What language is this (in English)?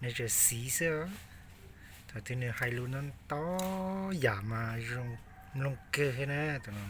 Hmong